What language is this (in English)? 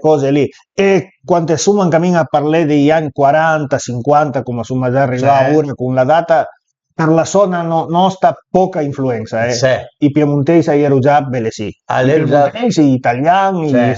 Piedmontese